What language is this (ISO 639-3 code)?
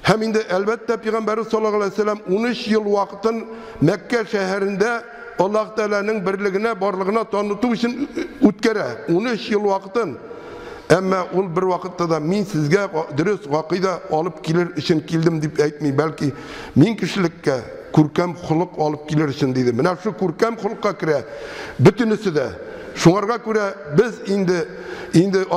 tat